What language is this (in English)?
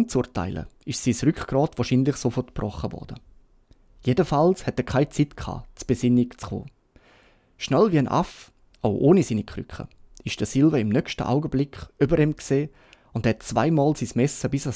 Swiss German